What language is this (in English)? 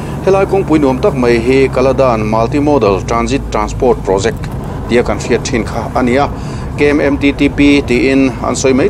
Mizo